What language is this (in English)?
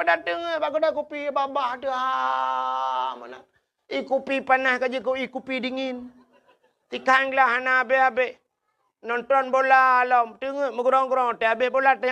Achinese